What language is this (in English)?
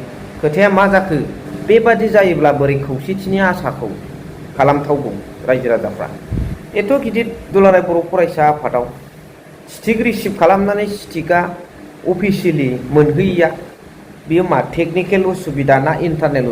Bodo